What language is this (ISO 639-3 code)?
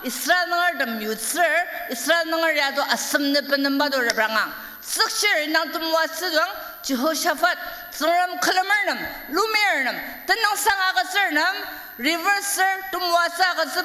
njo